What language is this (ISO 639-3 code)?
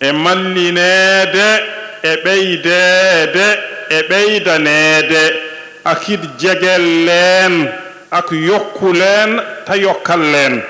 ful